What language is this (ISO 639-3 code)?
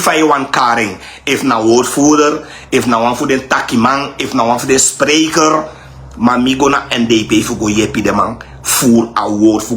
srn